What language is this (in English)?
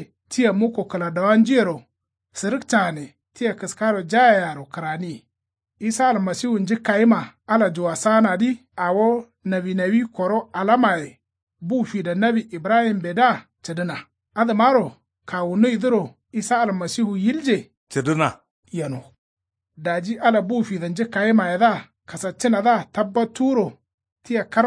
Kanuri